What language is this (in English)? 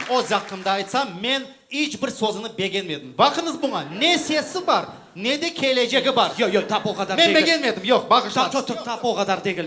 Crimean Tatar